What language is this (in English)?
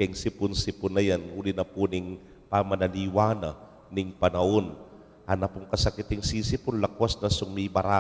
Pampanga